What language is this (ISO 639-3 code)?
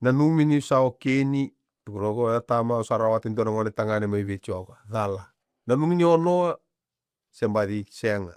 fij